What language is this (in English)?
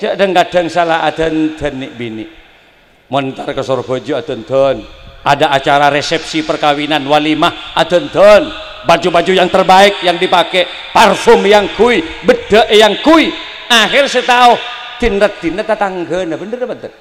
Madurese